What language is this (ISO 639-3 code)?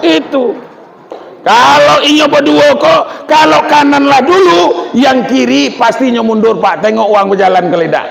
min